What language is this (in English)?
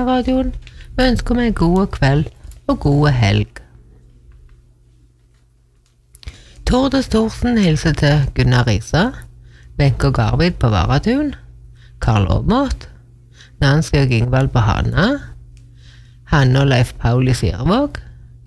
Norwegian